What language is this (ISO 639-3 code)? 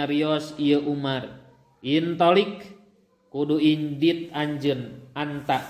sun